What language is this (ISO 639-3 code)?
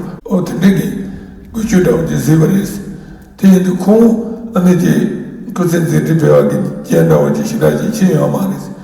bod